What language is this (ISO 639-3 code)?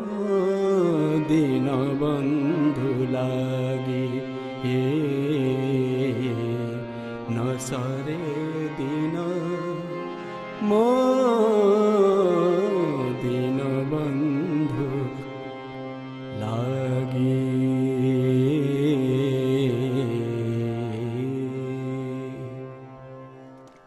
ori